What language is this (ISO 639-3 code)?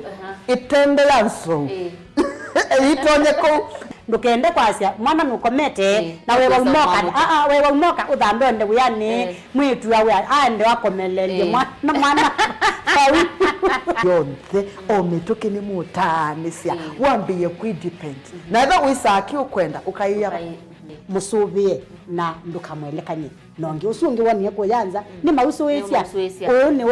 kam